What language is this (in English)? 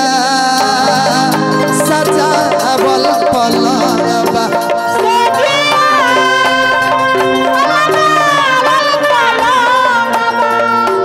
Bhojpuri